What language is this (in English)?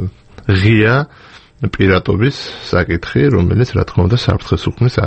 Georgian